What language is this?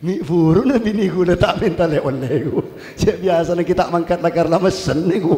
Madurese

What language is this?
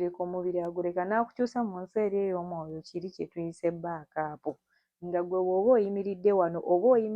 Ganda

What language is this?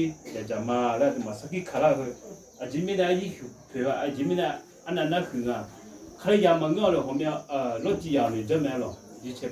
Akha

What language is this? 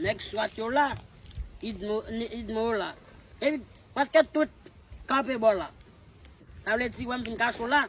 Haitian Creole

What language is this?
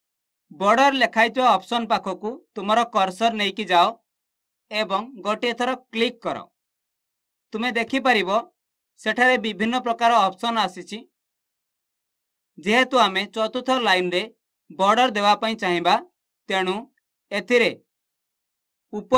Odia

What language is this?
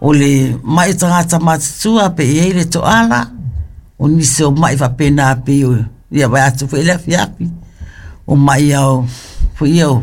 Samoan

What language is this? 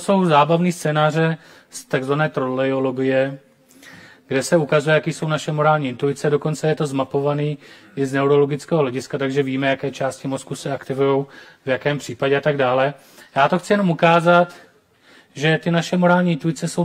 Czech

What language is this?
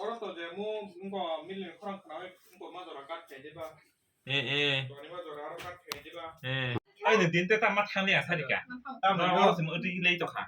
Kok Borok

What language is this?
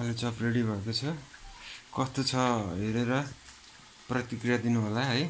Nepali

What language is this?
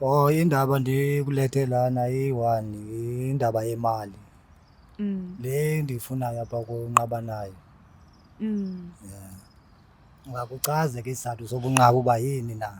Zulu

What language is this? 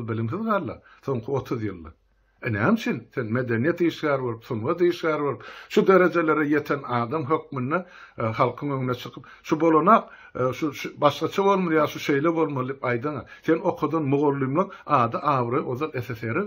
Turkmen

